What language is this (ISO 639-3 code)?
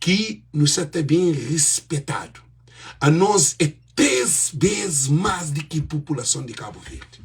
kea